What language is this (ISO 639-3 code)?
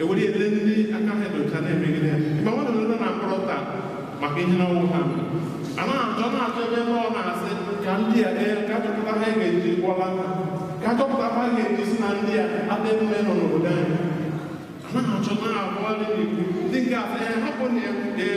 ibo